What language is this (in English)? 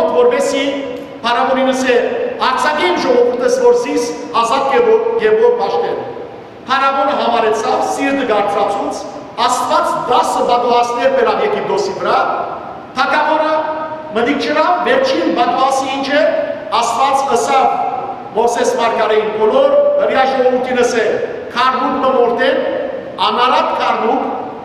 Western Armenian